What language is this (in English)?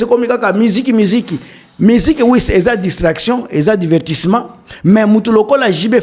Lingala